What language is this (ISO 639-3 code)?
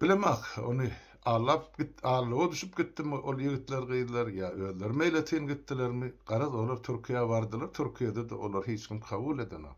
tuk